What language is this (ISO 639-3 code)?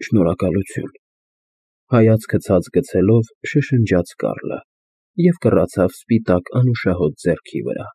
hye